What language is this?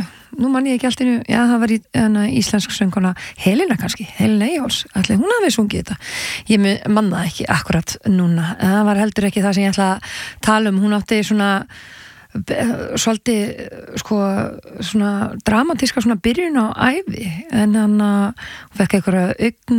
Icelandic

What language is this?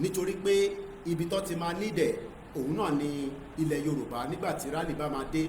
Yoruba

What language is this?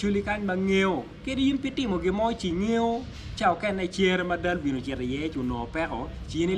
Acoli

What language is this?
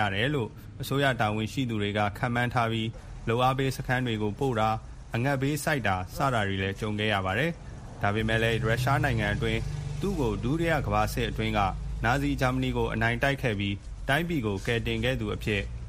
Burmese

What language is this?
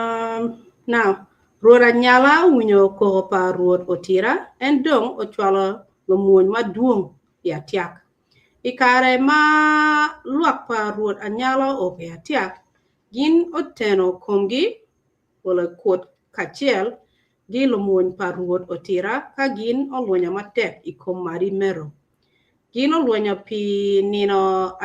Acoli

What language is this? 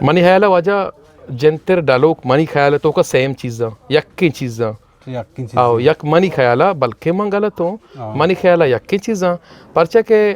Eastern Balochi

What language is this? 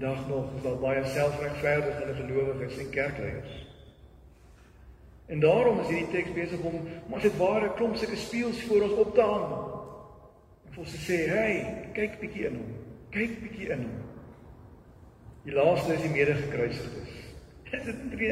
Afrikaans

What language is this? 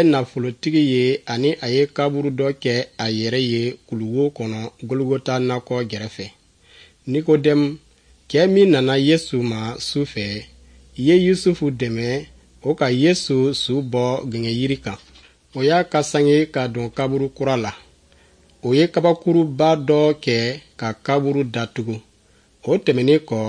Dyula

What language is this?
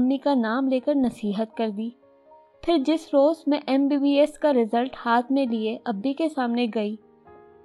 Urdu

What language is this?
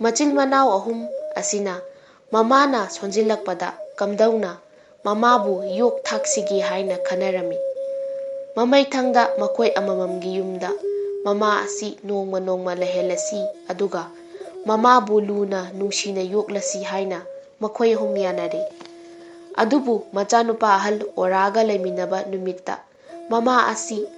Manipuri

